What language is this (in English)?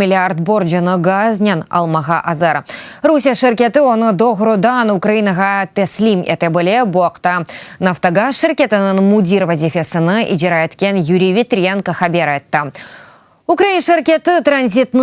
Crimean Tatar